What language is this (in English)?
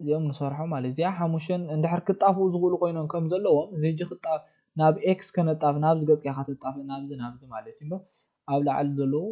Tigrinya